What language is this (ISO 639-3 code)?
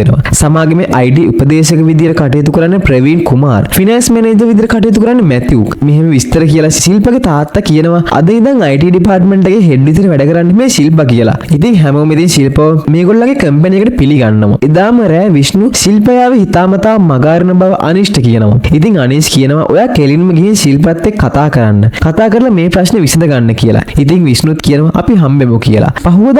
sin